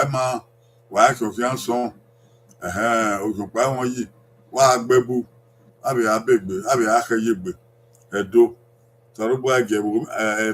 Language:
Bini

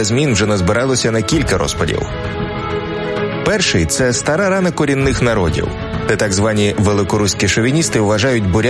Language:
Ukrainian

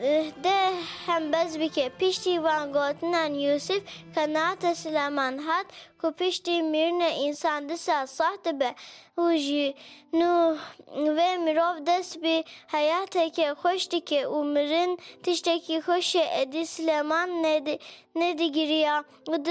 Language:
Kurdish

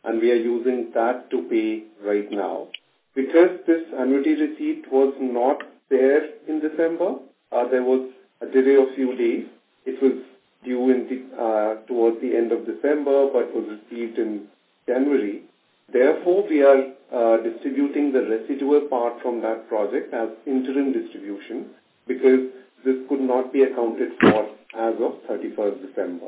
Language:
English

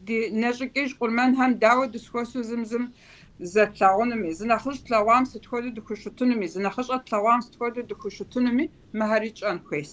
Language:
Kabardian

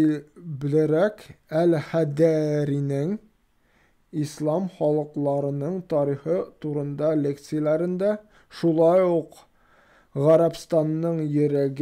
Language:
Tatar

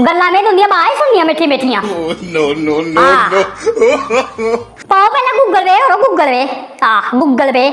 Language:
Dogri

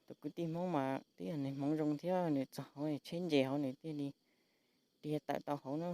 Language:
Hmong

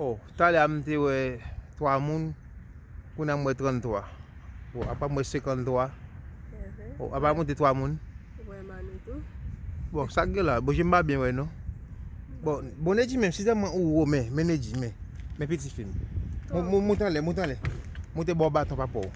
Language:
Haitian Creole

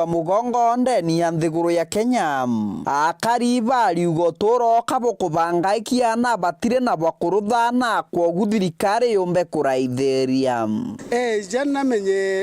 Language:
Meru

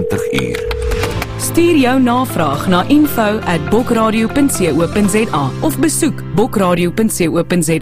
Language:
Afrikaans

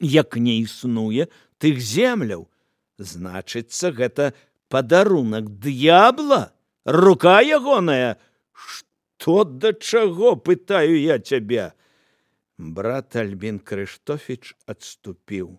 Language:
Belarusian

